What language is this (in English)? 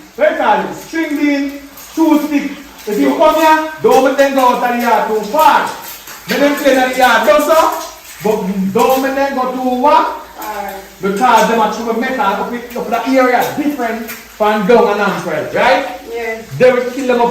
Jamaican Creole English